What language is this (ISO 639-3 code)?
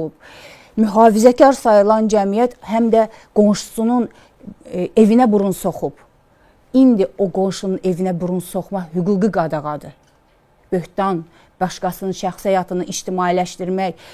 aze